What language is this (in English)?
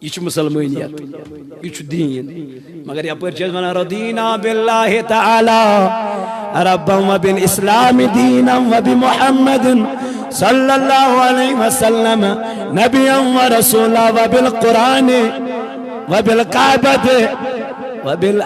Kashmiri